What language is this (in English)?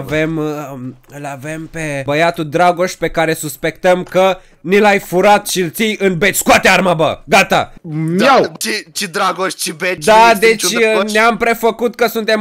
Romanian